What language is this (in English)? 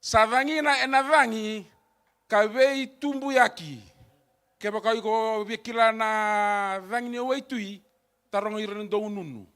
Fijian